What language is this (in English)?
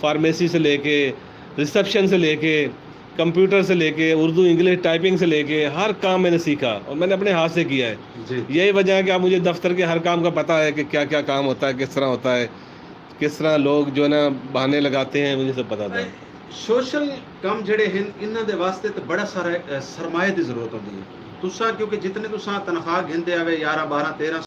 Saraiki